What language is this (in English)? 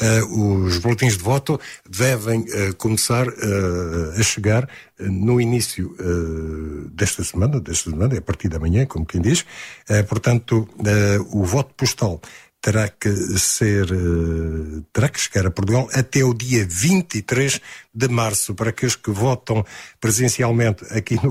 Portuguese